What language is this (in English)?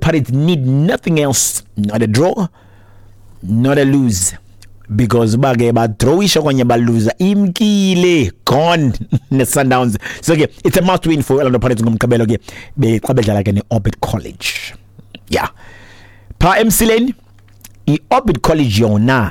Xhosa